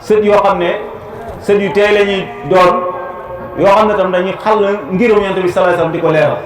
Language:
Wolof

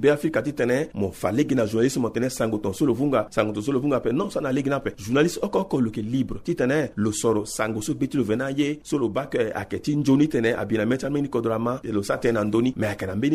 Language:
Sango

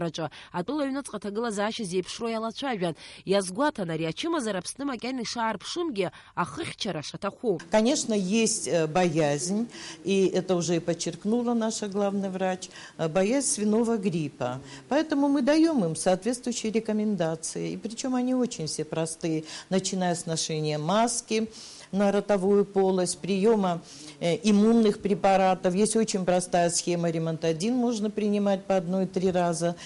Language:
Abkhazian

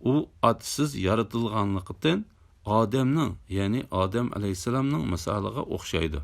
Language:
Uyghur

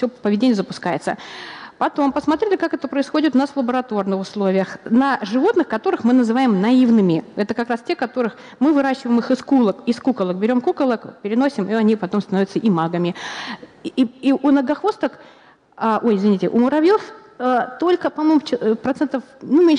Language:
Russian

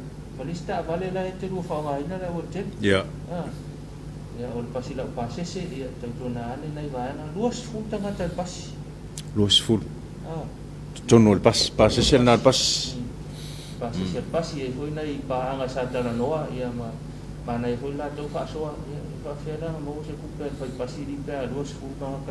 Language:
Samoan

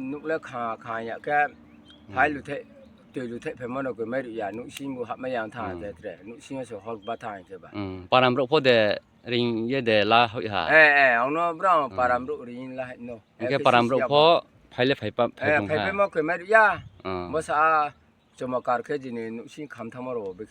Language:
Riang (India)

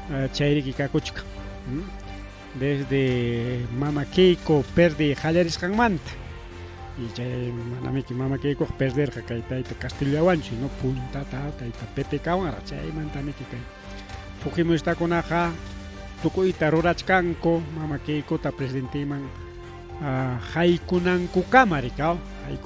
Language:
Ayacucho Quechua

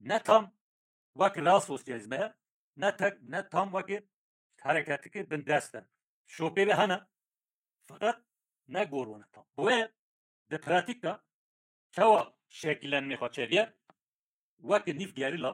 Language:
Kurdish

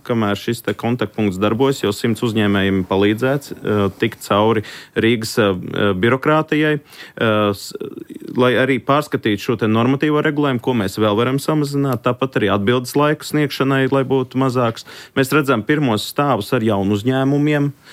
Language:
Latvian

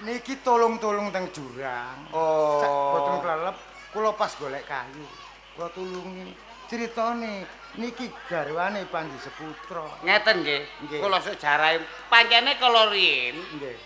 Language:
Javanese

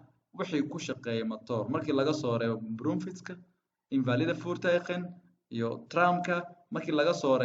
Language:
Somali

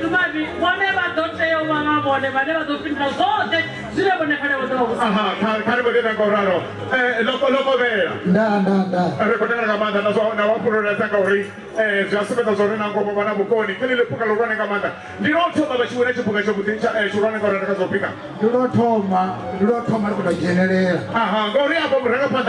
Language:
Venda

